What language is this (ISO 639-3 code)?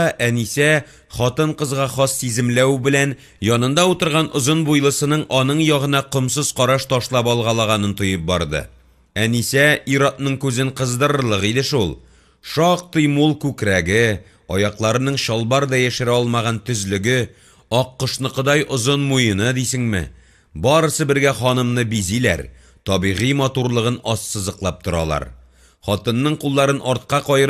tat